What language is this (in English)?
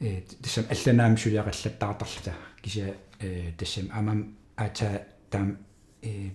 Kalaallisut